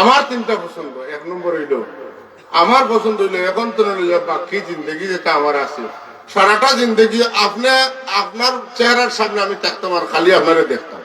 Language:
Sylheti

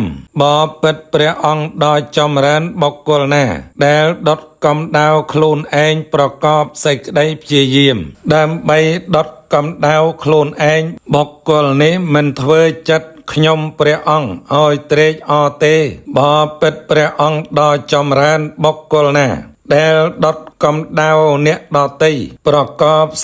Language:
Khmer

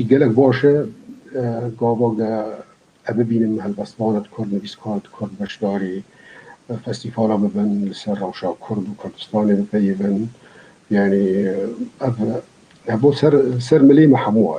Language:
Kurdish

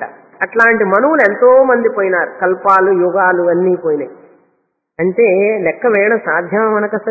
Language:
Telugu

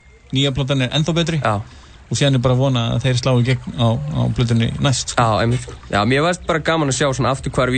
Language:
Icelandic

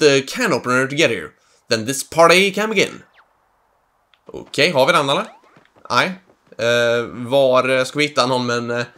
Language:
Swedish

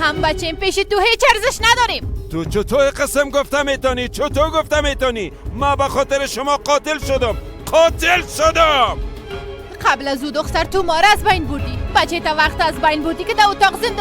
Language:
Persian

